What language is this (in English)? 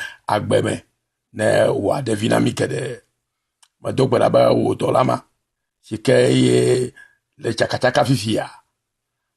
Ewe